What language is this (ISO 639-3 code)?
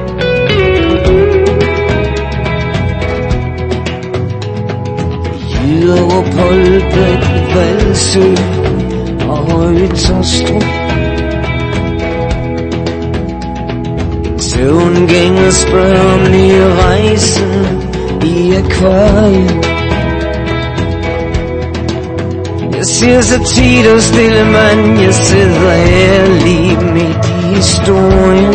dan